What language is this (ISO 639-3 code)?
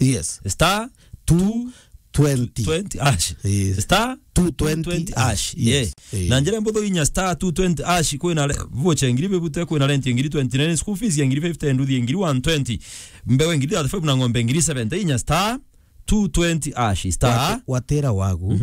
mer